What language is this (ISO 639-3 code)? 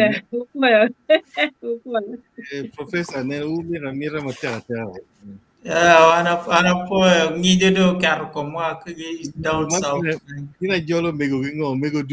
ach